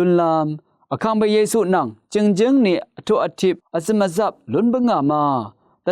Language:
Rawang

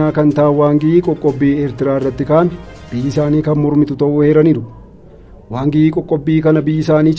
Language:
Oromo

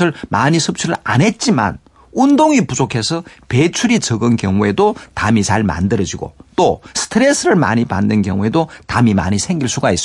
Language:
Korean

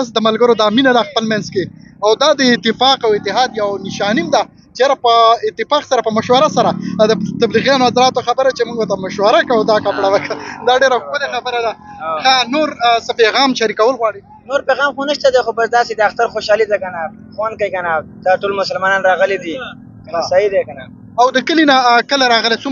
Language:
Pashto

